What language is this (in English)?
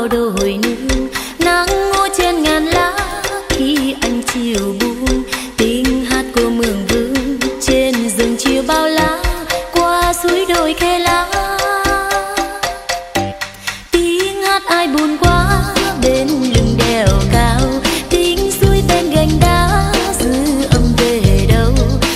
Vietnamese